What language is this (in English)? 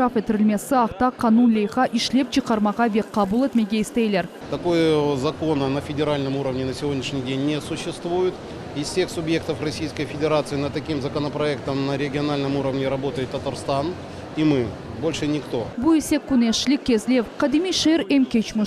Crimean Tatar